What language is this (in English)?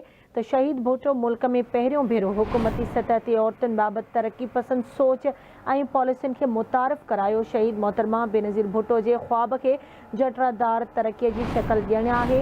Sindhi